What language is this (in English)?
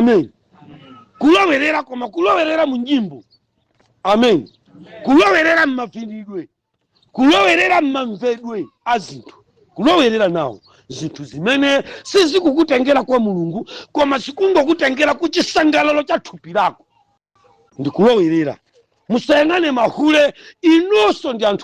Nyanja